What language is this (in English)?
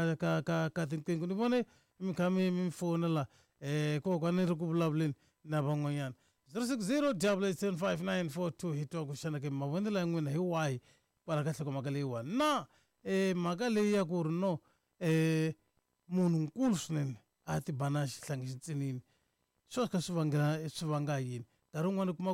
Tsonga